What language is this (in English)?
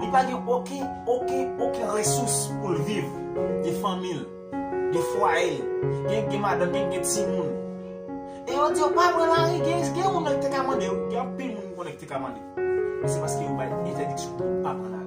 Haitian Creole